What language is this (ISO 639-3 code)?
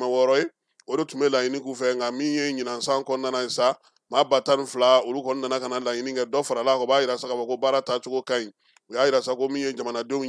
bam